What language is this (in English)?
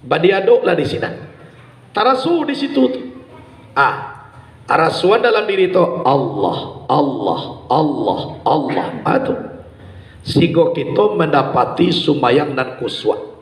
Minangkabau